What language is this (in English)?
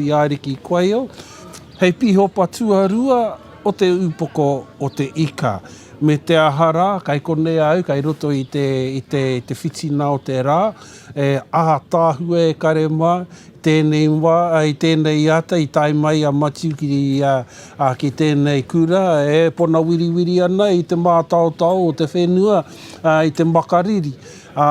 Māori